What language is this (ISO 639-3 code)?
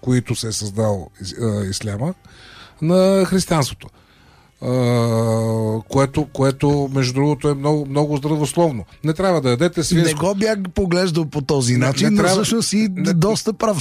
bul